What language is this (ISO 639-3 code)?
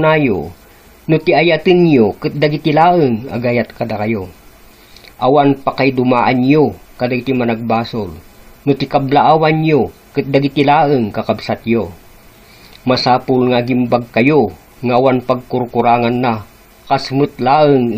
ilo